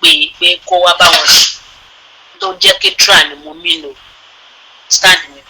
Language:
Yoruba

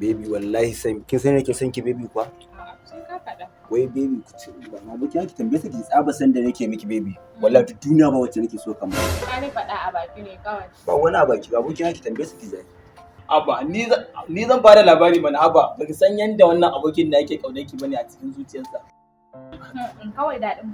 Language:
Hausa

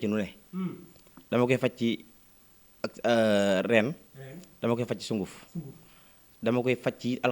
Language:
Wolof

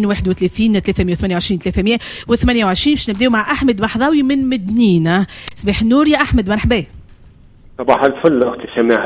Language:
Tunisian Arabic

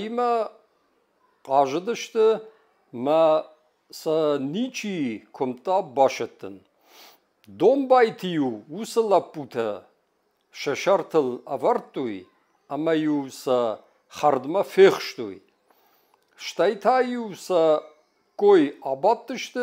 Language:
Ossetic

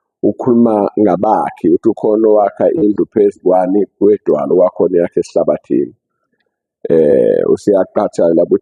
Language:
Zulu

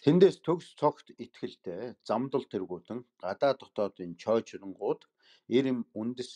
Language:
Mongolian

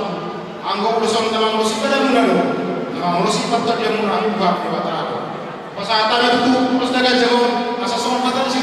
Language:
Batak Toba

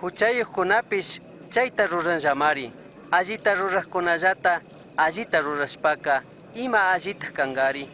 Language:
Chimborazo Highland Quichua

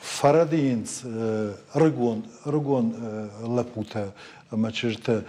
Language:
Ossetic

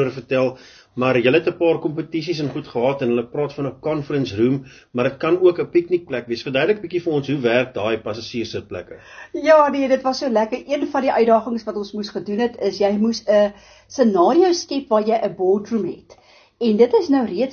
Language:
Afrikaans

